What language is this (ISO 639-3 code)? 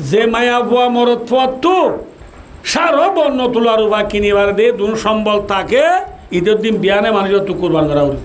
rhg